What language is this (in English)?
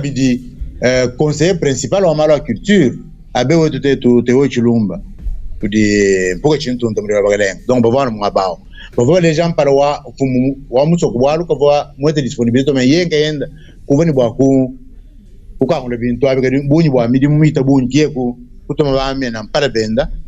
Luba-Lulua